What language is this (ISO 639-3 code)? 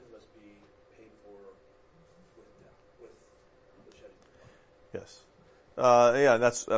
eng